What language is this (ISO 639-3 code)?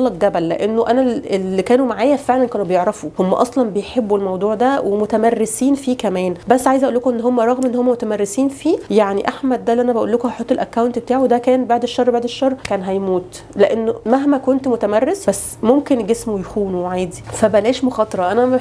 arz